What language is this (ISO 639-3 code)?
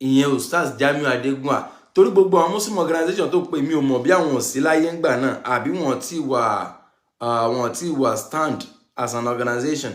yor